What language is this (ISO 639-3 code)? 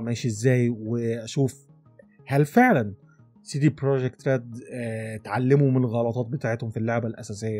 arz